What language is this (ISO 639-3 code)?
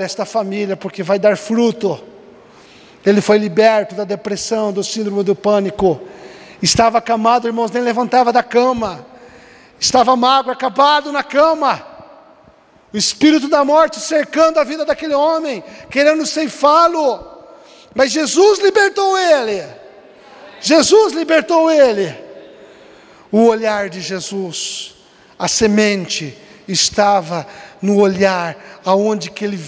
por